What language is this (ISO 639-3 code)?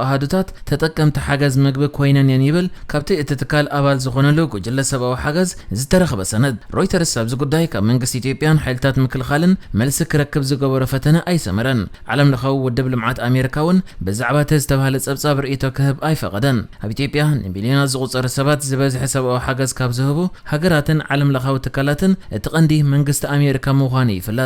tir